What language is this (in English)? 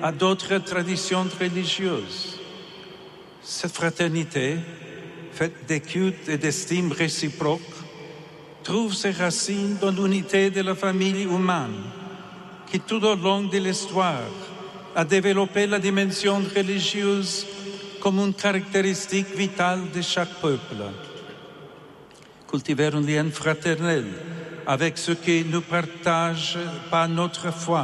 French